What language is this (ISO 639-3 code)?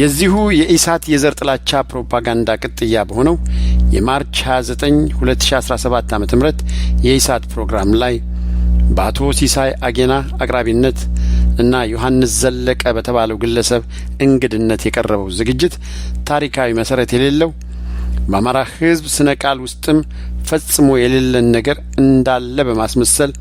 amh